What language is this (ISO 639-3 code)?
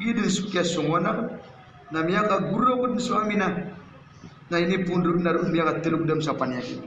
mrw